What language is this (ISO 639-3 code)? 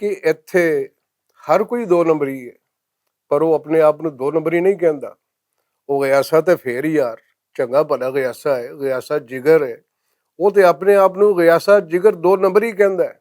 lah